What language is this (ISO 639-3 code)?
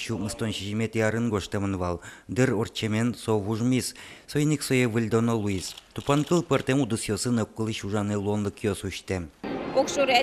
udm